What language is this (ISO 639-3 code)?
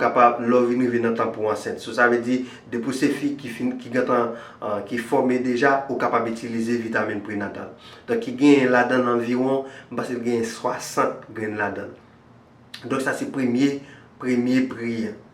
hat